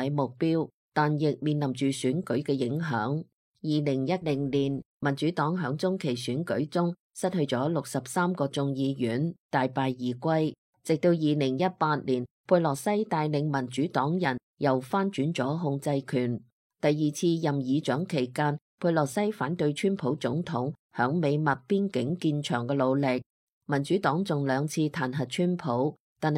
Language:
Cantonese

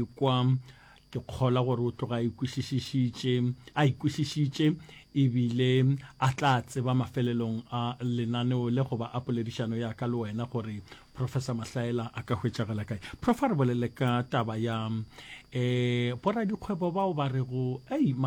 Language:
Northern Sotho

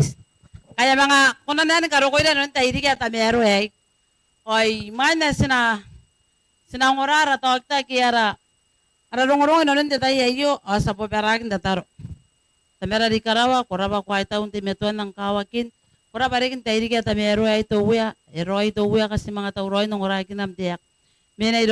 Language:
Gilbertese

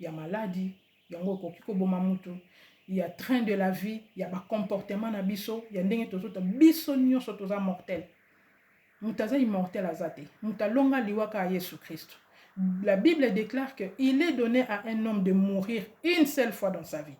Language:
Lingala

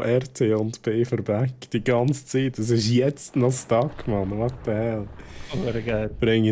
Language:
Swiss German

